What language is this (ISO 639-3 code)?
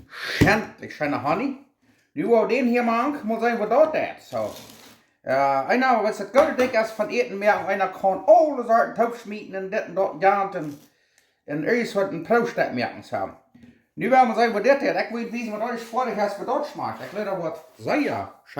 pdt